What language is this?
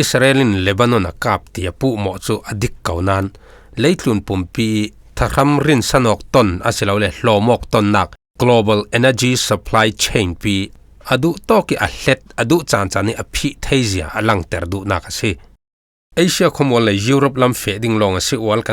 Falam Chin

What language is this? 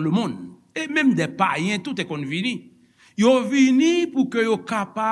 Haitian Creole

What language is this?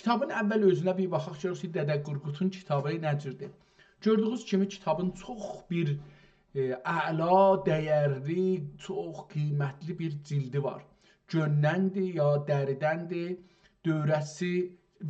South Azerbaijani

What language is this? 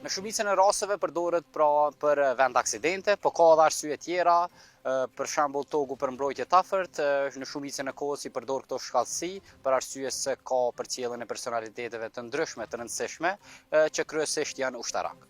Albanian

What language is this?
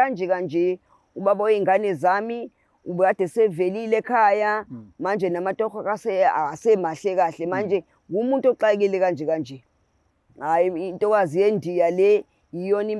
Zulu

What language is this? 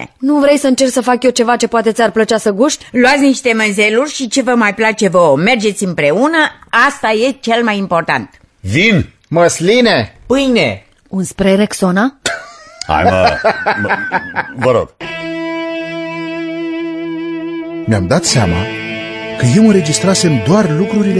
Romanian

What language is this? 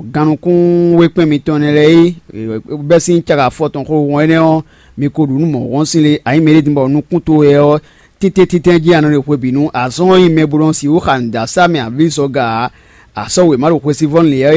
Fon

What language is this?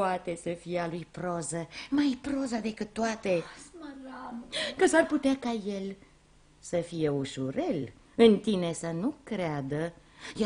Romanian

